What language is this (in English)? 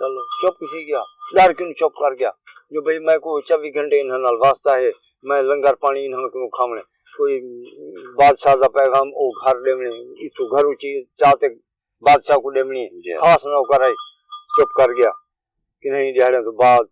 Saraiki